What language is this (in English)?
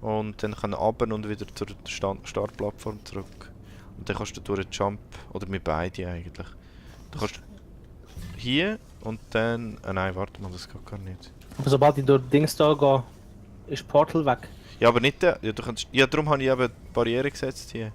Swiss German